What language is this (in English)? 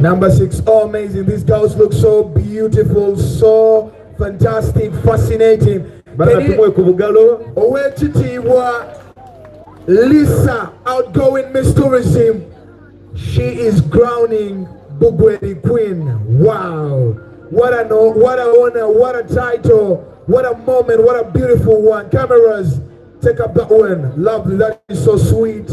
Soga